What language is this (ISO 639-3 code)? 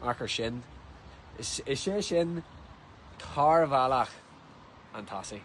gle